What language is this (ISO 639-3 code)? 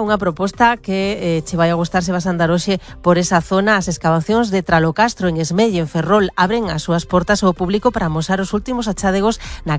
glg